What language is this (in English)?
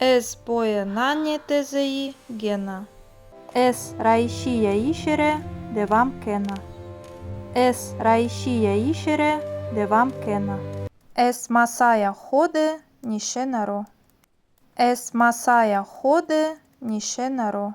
Zaza